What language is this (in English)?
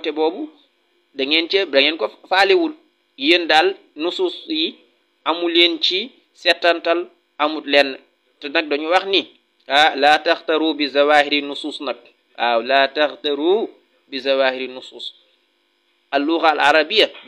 Wolof